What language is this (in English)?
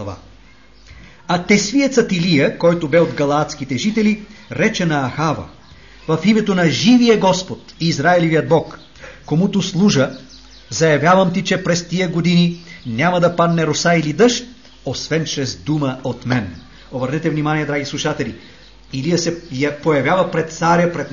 Bulgarian